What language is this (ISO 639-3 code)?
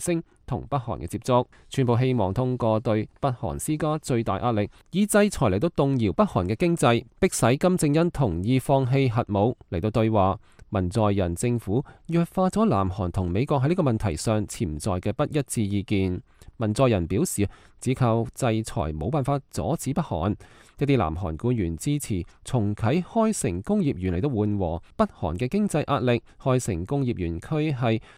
yue